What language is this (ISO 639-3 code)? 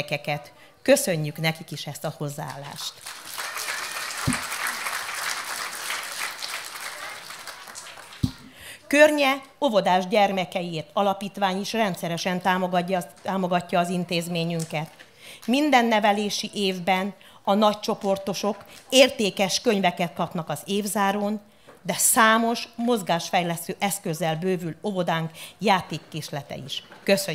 hun